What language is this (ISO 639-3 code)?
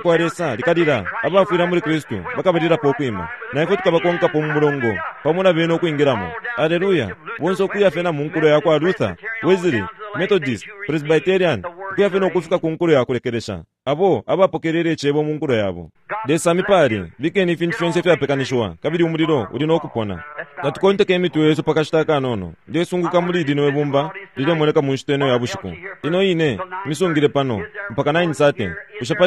bem